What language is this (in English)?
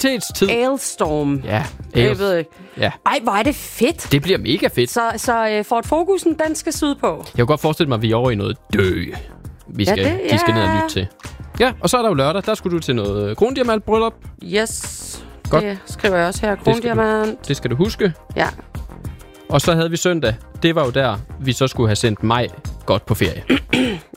Danish